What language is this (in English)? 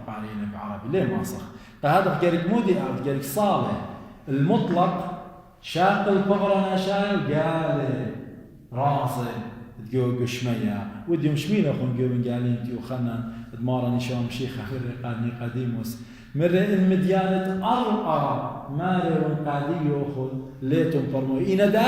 Assyrian Neo-Aramaic